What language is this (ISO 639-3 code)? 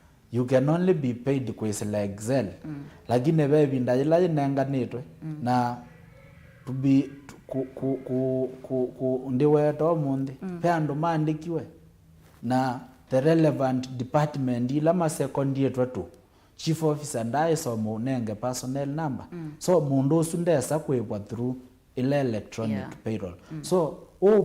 kam